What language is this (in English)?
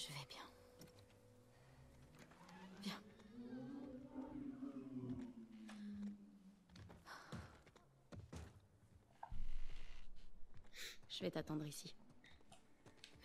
French